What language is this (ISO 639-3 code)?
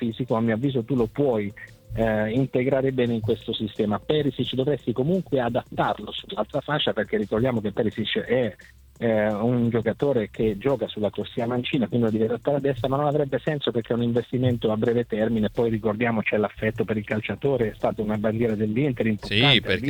ita